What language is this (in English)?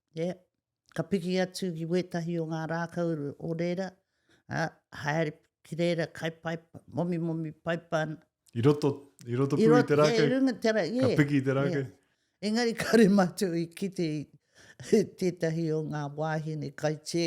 Māori